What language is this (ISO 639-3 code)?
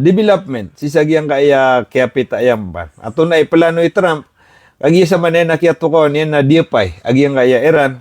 mrw